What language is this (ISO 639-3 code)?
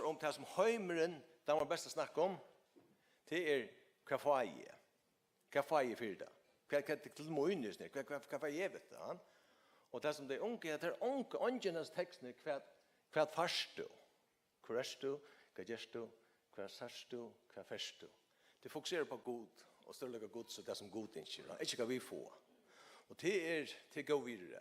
fao